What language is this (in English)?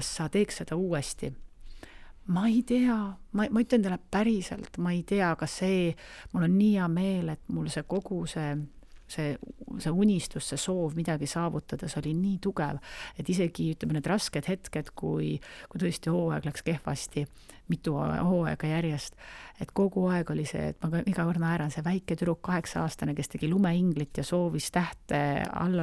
Estonian